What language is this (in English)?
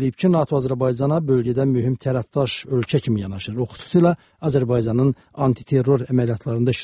Azerbaijani